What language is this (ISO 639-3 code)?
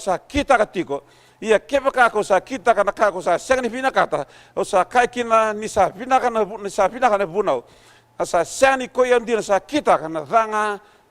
fij